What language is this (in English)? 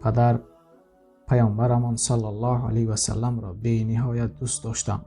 Tajik